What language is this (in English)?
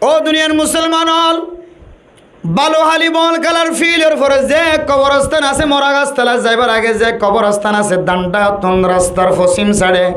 Rohingya